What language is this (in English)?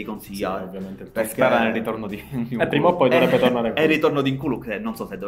Italian